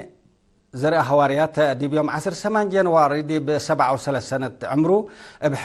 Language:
Tigre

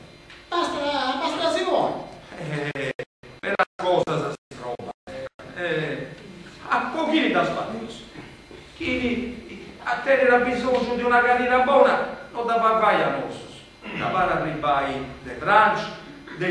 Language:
Sardinian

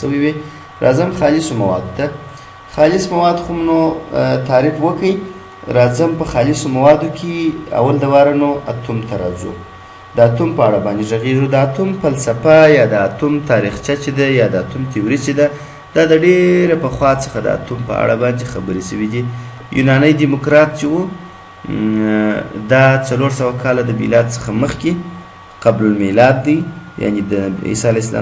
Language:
Pashto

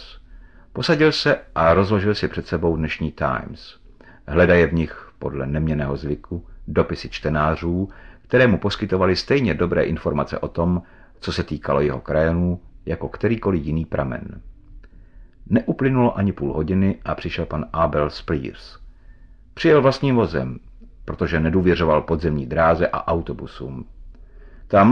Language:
Czech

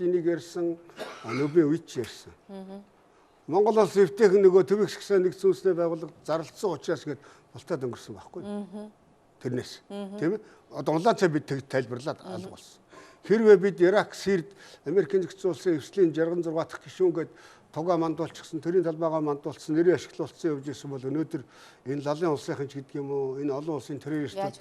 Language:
Mongolian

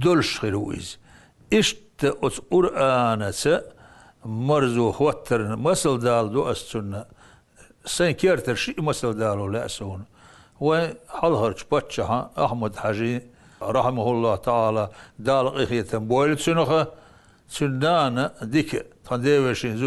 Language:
Chechen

